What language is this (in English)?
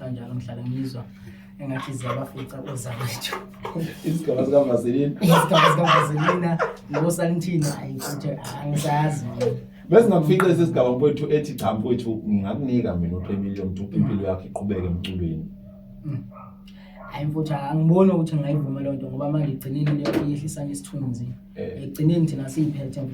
Zulu